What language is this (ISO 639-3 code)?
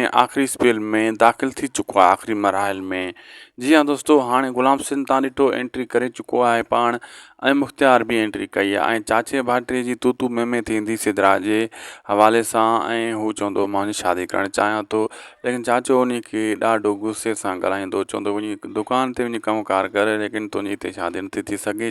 snd